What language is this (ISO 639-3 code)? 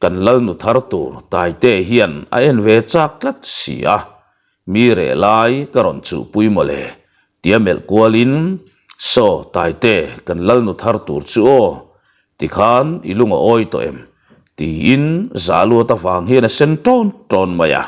lus